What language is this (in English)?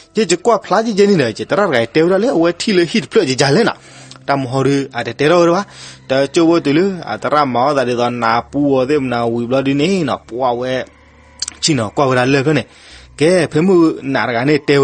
S'gaw Karen